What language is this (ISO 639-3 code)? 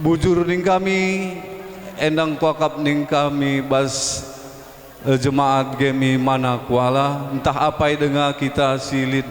btx